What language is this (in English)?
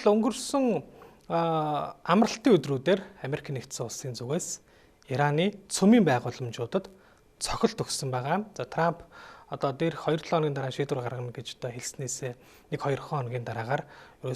Mongolian